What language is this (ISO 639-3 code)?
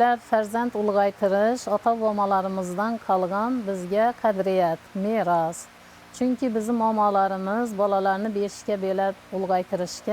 uzb